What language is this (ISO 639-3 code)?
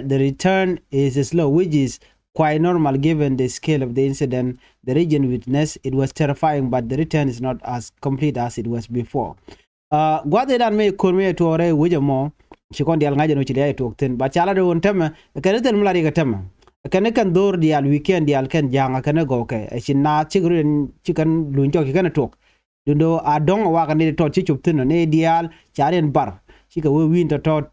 nus